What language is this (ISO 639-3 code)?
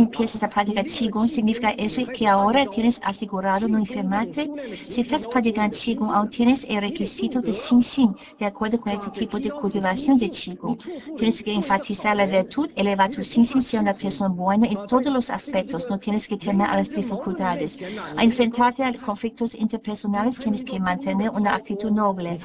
spa